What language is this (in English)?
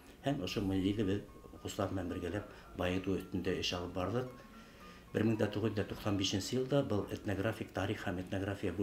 Bashkir